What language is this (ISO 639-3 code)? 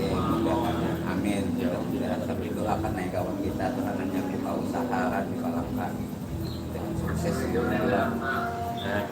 bjn